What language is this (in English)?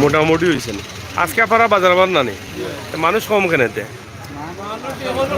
Sylheti